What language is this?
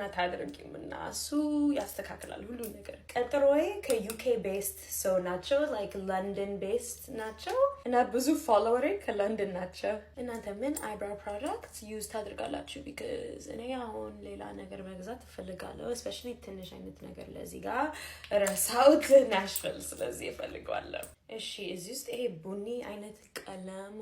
Amharic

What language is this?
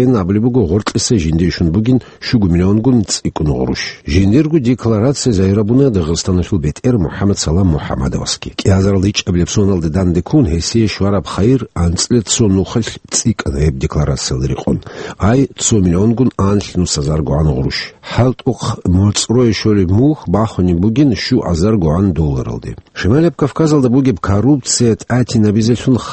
Avaric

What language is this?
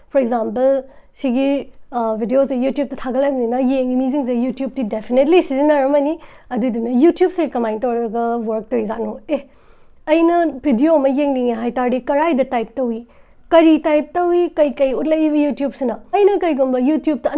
Manipuri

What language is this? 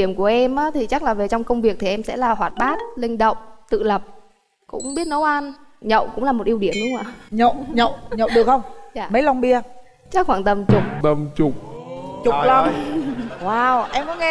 Vietnamese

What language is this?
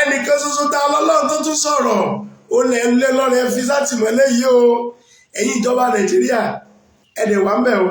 Yoruba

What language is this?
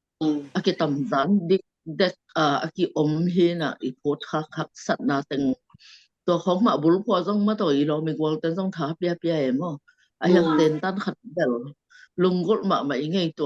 Tedim Chin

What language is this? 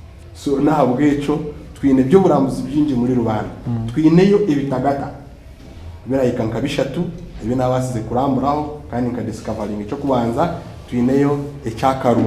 Nyankole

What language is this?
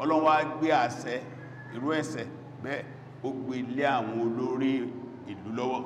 Yoruba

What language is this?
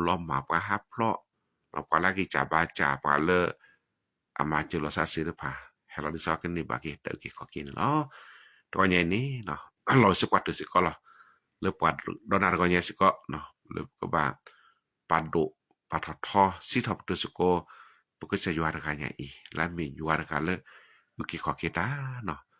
S'gaw Karen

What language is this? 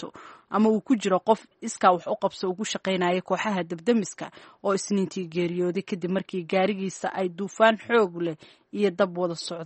Somali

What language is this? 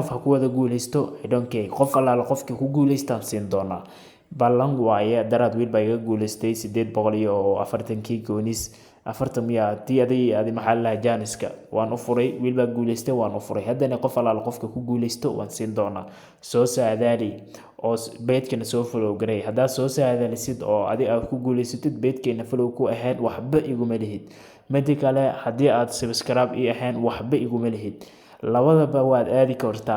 Somali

